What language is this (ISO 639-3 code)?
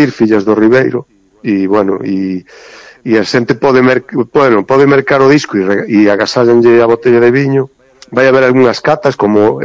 glg